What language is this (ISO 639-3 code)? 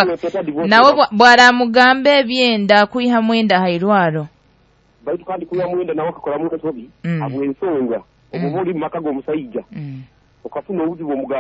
nyo